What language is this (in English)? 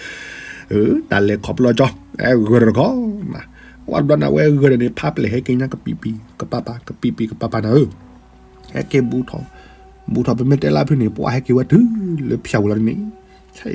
S'gaw Karen